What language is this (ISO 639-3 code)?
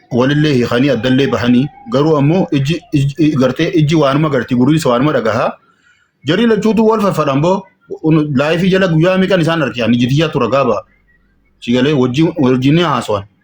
orm